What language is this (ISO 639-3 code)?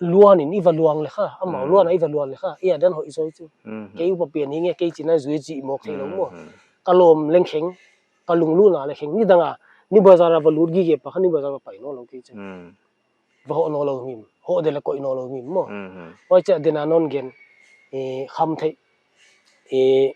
pck